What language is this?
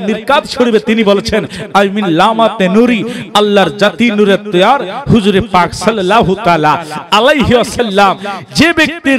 Bangla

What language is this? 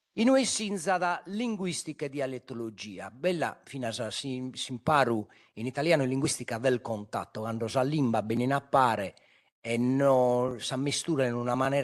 Sardinian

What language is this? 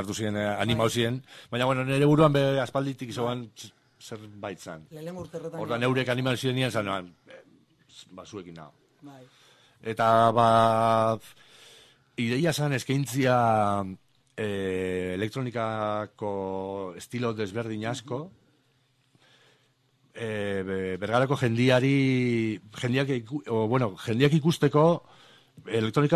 Basque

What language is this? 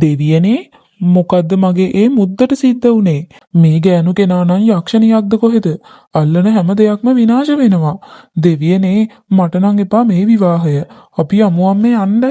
Sinhala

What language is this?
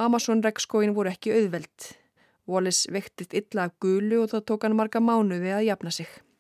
Icelandic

